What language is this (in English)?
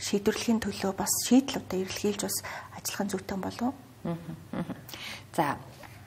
Mongolian